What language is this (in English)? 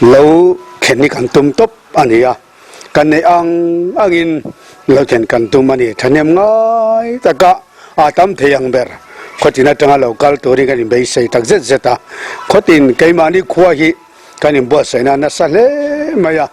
Mizo